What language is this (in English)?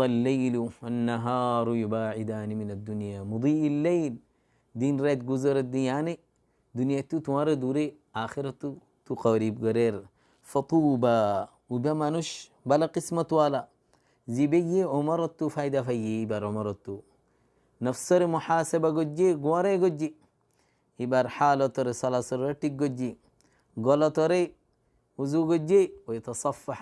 Rohingya